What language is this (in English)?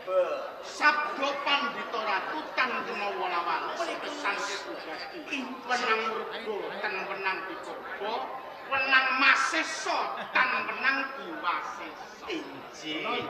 Javanese